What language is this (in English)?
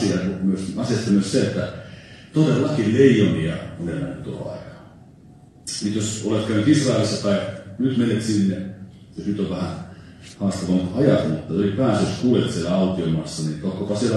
Finnish